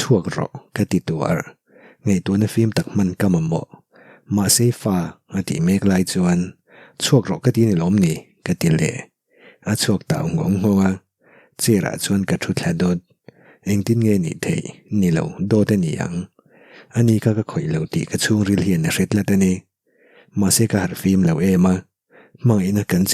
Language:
Mizo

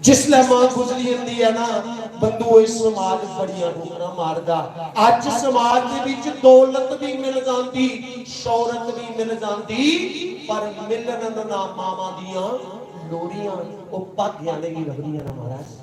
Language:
Dogri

